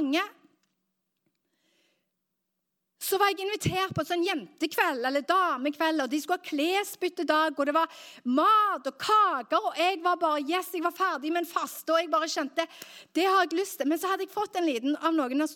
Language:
Norwegian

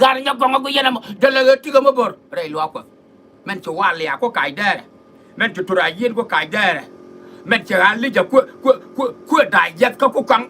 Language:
Nuer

